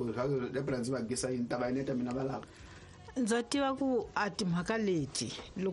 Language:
Tsonga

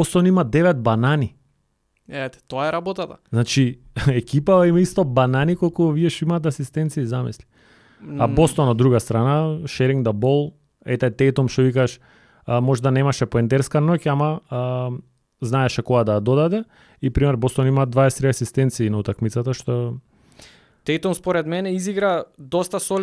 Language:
Macedonian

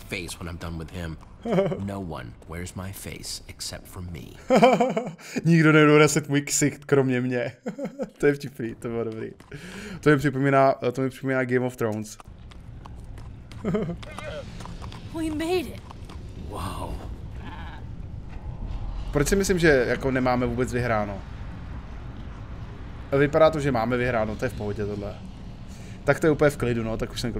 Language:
Czech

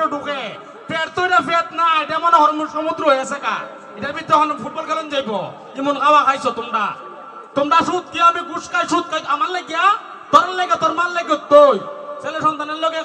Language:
Sylheti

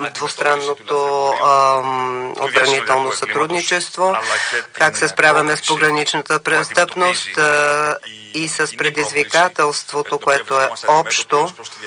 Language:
Bulgarian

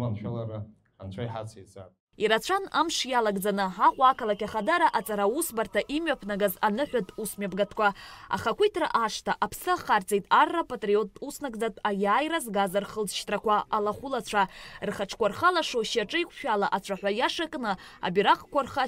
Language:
Abkhazian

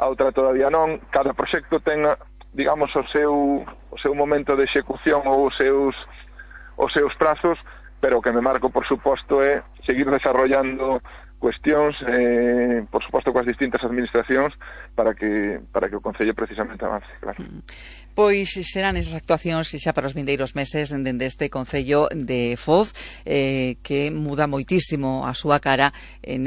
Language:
Galician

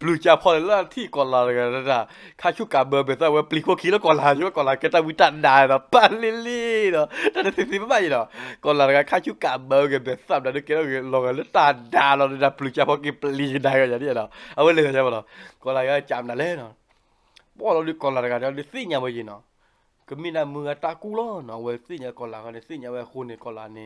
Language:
S'gaw Karen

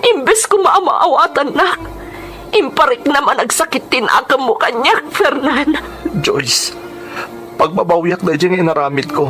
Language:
Iloko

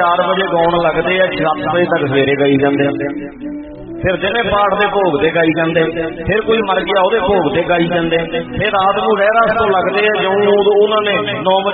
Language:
Punjabi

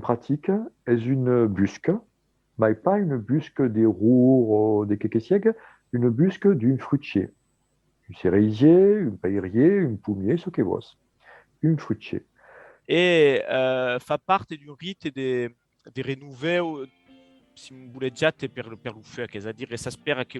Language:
Occitan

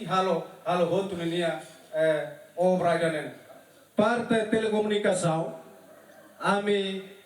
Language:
Tetum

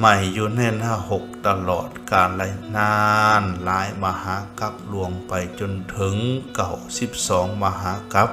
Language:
Lao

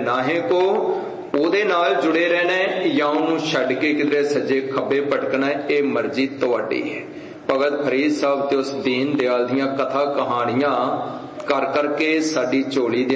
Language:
Punjabi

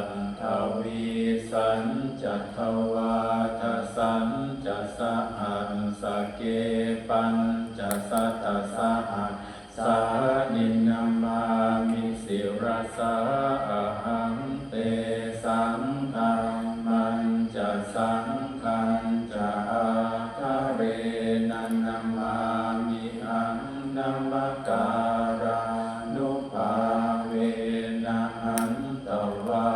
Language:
Pali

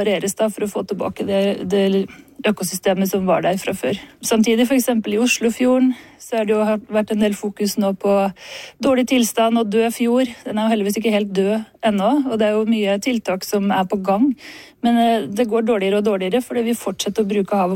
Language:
Norwegian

